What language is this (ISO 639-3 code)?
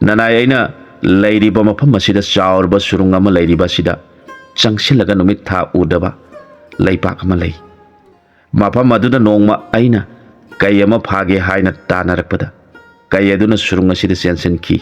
mni